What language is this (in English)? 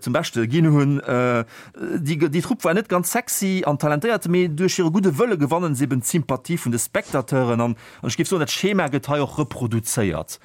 Luxembourgish